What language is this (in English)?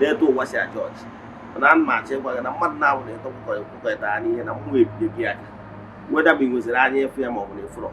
Igbo